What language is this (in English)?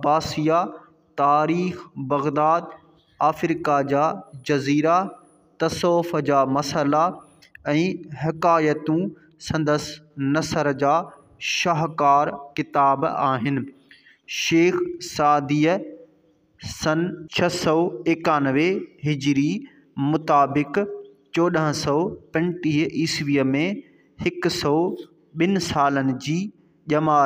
Sindhi